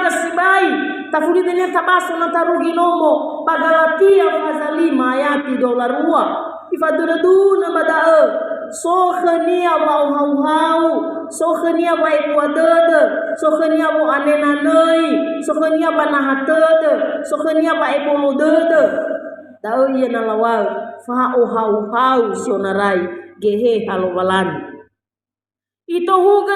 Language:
Nias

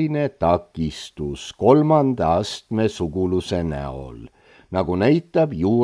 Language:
Estonian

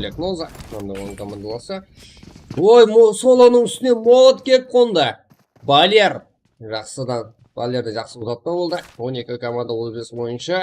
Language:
Kara-Kalpak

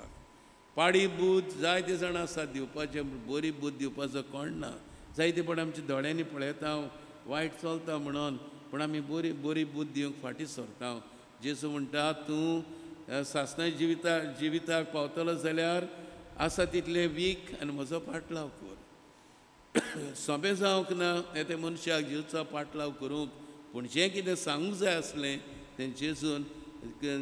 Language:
Konkani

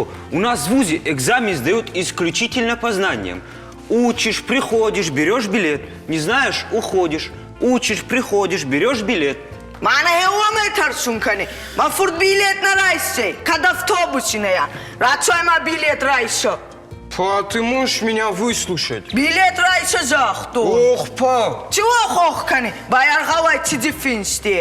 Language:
Ossetic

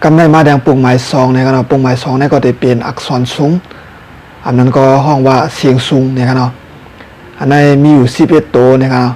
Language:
Shan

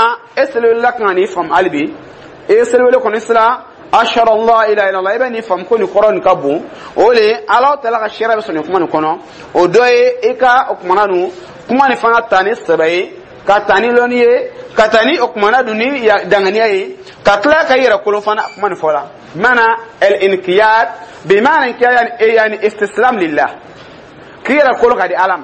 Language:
Dyula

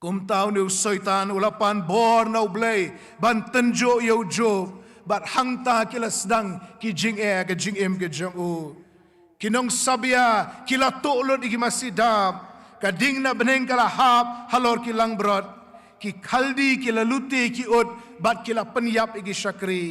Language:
Khasi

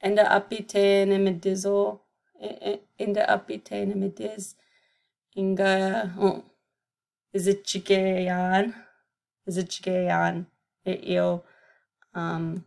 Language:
Chippewa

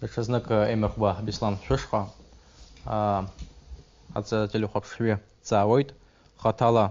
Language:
Abkhazian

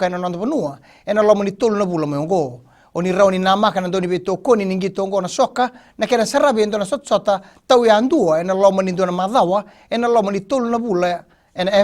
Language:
Fijian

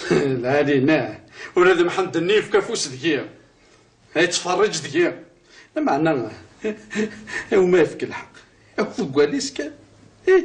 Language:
Kabyle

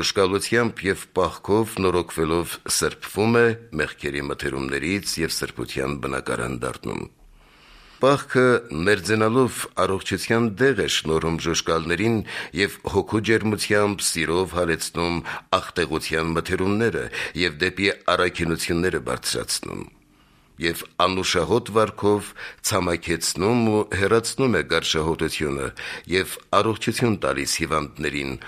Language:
Armenian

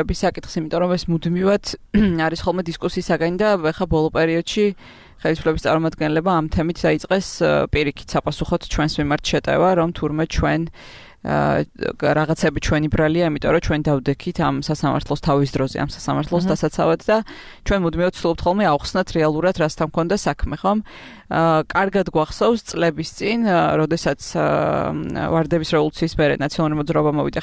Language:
Georgian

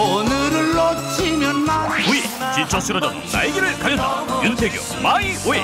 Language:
Korean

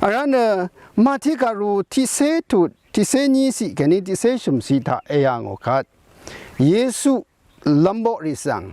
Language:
Rawang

